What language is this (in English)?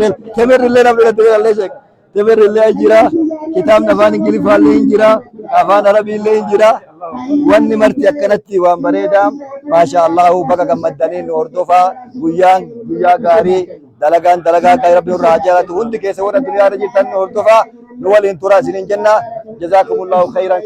Oromo